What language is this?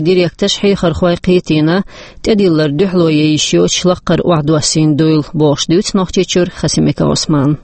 Chechen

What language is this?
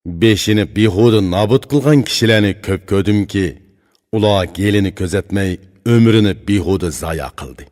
Uyghur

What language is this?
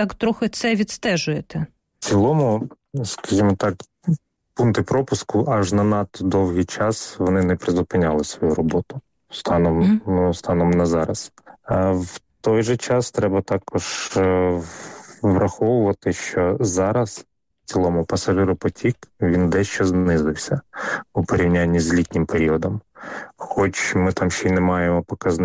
Ukrainian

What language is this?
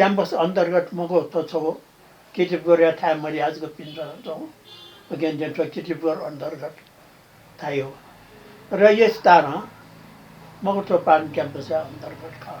Newari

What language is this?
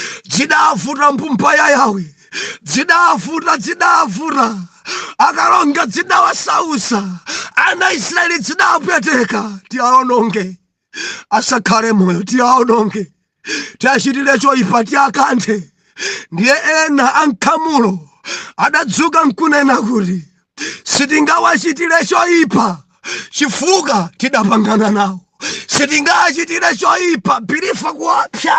Nyanja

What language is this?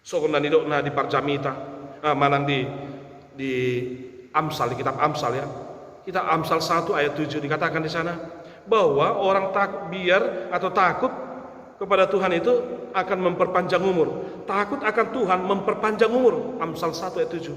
Batak Toba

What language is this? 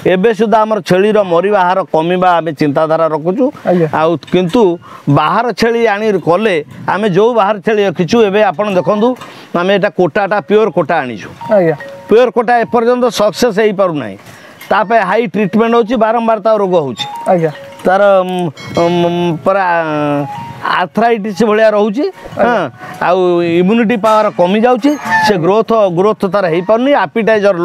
Odia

